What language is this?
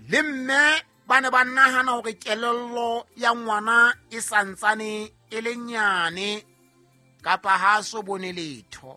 Southern Sotho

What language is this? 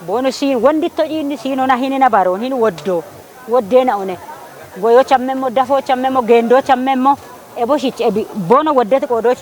Kafa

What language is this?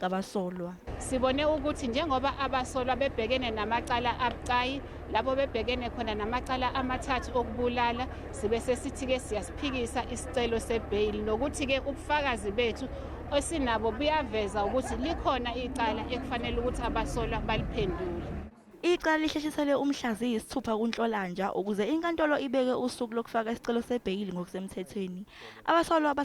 Zulu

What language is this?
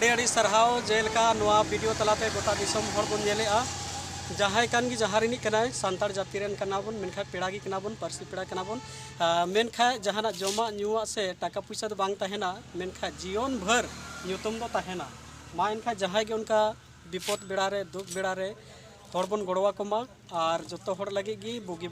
Santali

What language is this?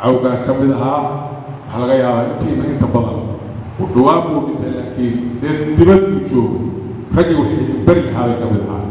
Somali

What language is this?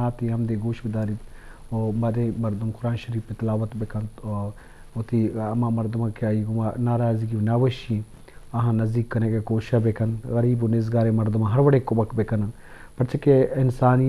Eastern Balochi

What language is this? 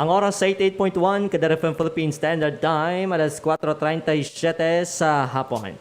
Hiligaynon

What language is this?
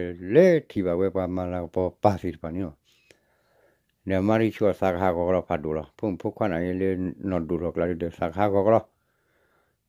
S'gaw Karen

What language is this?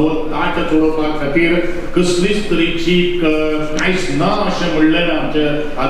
Konkani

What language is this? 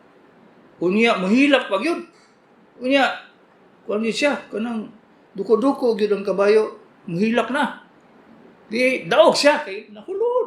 Cebuano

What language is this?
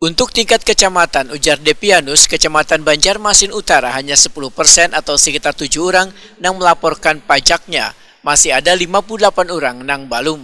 Banjar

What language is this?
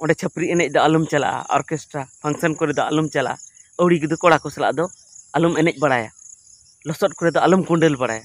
Santali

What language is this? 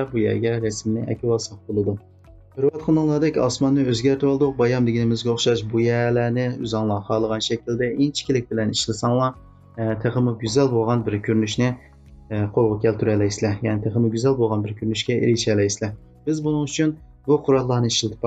Uyghur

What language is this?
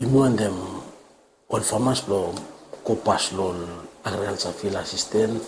Bislama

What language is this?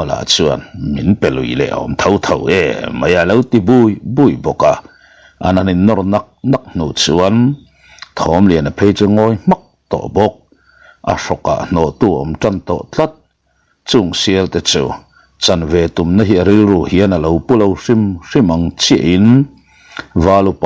Mizo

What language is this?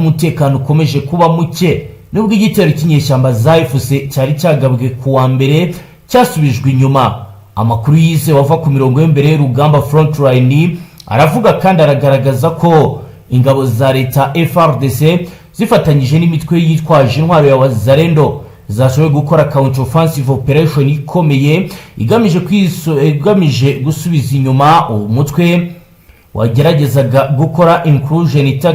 Kinyarwanda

